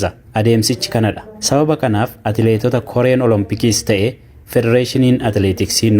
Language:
Oromo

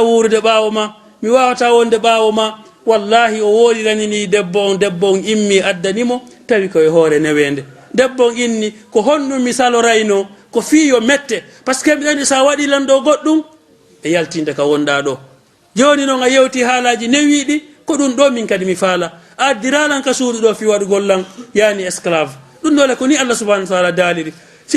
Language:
Fula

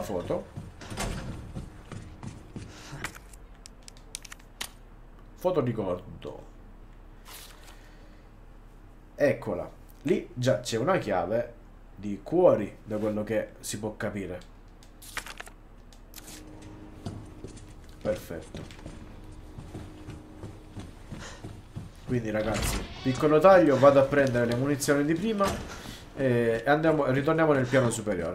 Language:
Italian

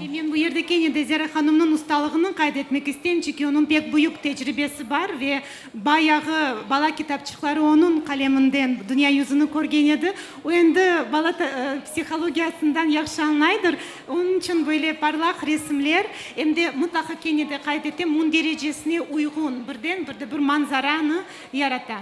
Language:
Crimean Tatar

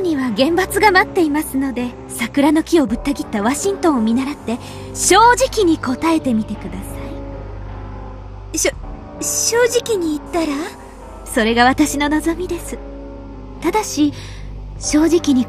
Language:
Japanese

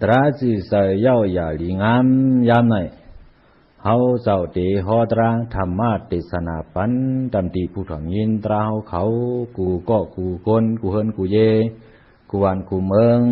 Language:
Shan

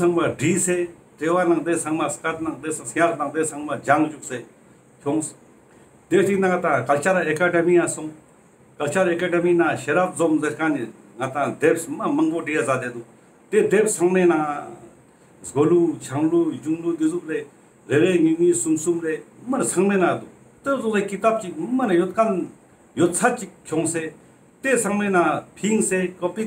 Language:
Ladakhi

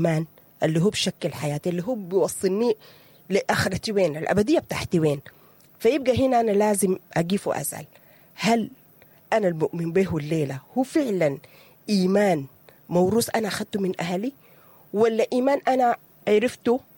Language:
Sudanese Arabic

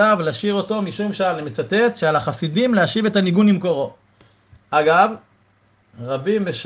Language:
Hebrew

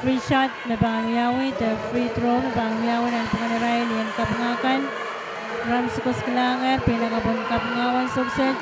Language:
Pohnpeian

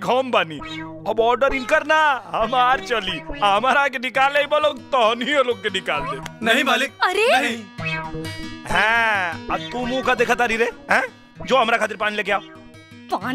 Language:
Bhojpuri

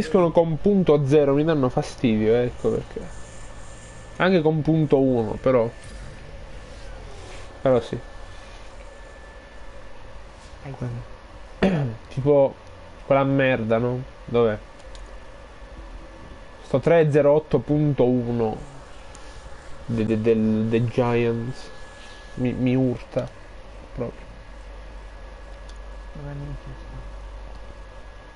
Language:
Italian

